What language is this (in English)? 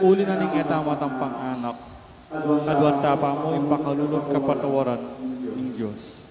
Pampanga